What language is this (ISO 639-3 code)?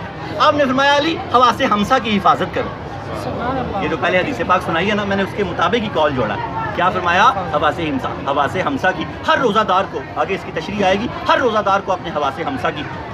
urd